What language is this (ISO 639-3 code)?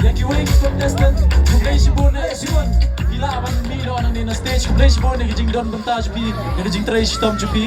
kha